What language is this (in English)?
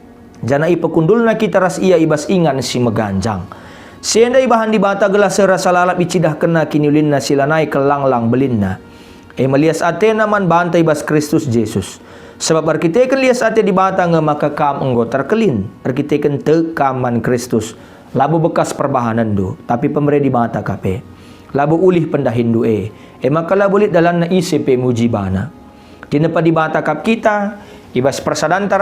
Batak Karo